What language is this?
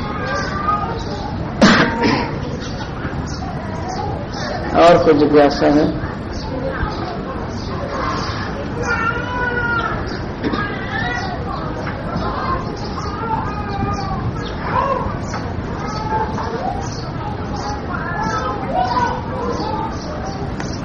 Hindi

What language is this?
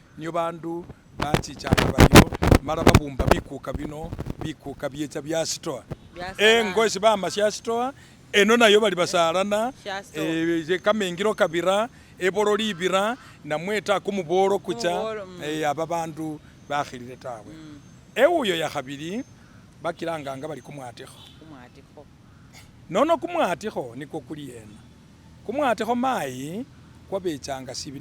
Masaaba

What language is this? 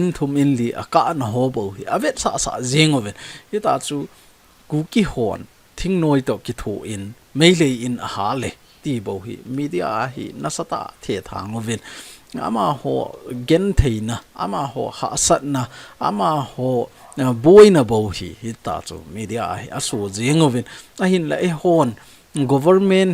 Thado Chin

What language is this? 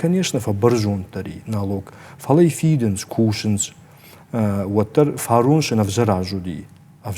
Ossetic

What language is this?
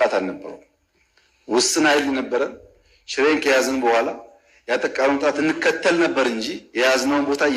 Amharic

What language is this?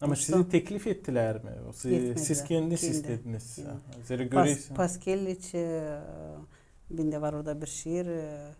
Gagauz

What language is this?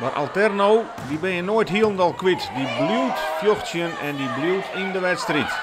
Western Frisian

